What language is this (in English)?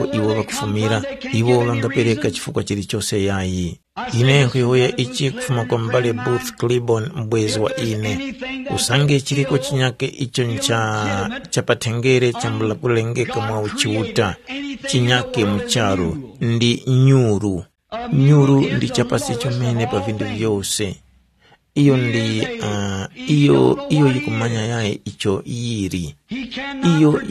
Tumbuka